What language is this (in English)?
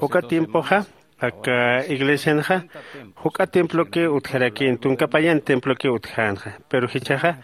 Aymara